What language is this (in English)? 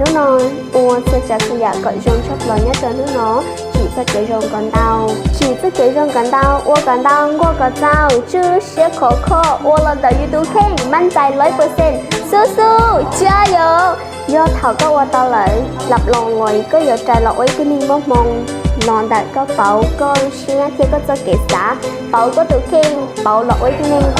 Hmong